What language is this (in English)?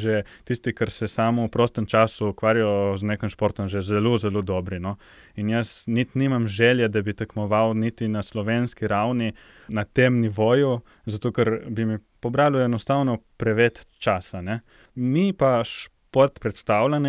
Slovenian